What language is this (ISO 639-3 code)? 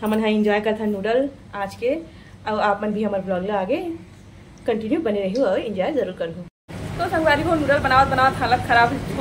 hne